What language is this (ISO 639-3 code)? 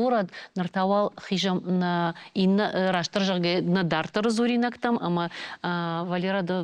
oss